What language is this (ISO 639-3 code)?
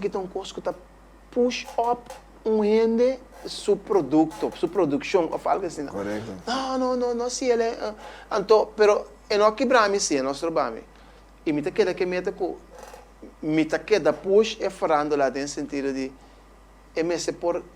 pap